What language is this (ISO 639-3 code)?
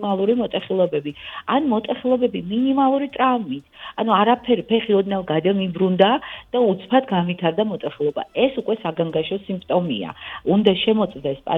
kat